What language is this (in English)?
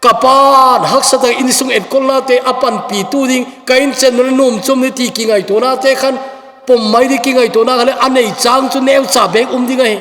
Thado Chin